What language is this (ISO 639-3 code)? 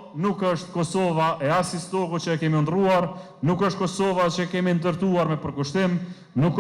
sqi